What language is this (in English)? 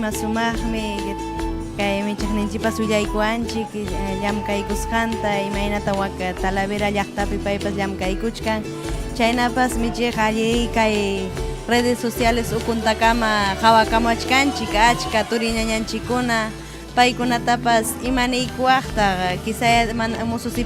Ayacucho Quechua